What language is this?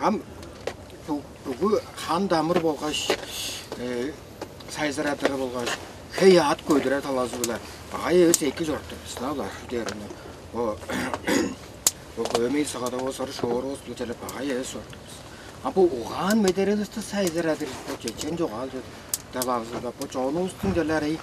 Tuvinian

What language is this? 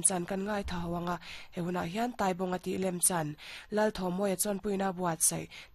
Mizo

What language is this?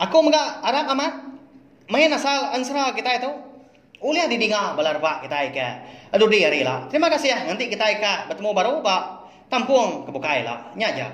Iban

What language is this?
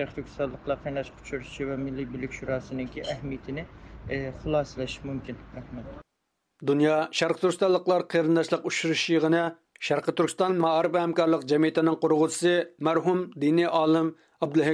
Uyghur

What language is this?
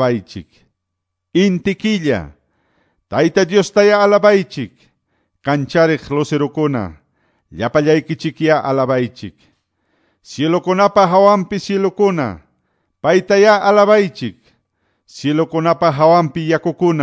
Quechua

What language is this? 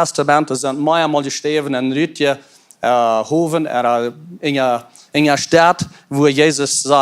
Plautdietsch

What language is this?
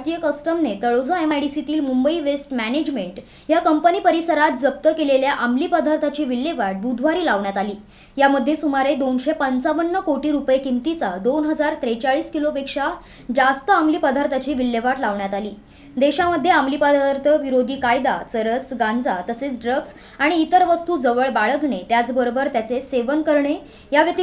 Marathi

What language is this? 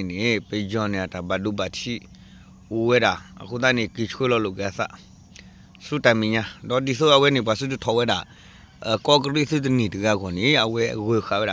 S'gaw Karen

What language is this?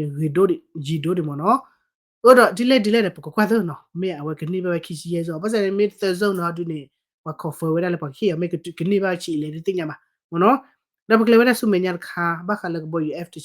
S'gaw Karen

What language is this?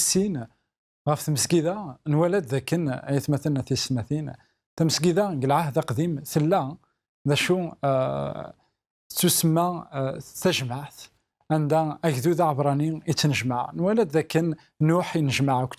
Kabyle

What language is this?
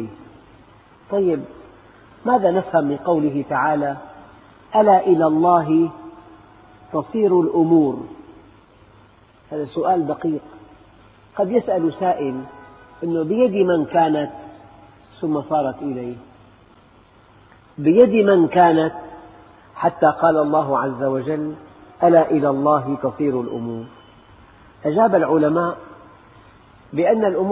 Arabic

